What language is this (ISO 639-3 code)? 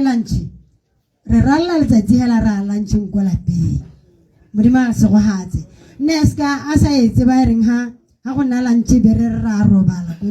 tsn